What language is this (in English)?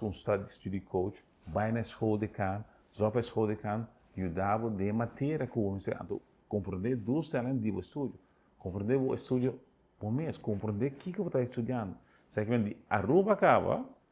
Papiamento